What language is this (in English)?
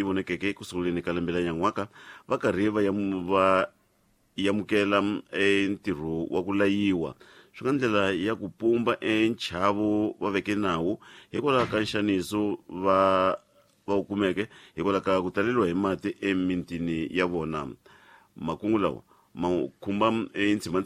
Tsonga